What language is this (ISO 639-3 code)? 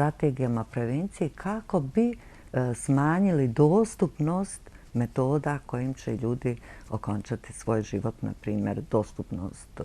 bos